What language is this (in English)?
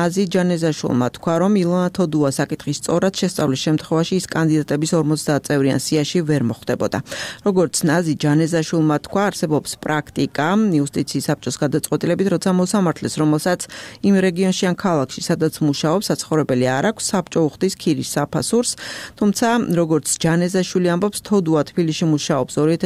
Georgian